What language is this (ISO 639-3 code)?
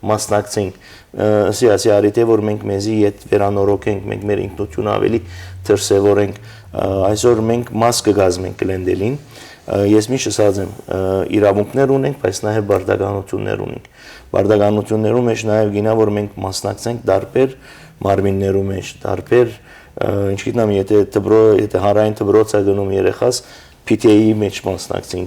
hyw